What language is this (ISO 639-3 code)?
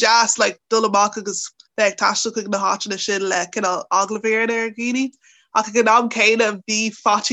gle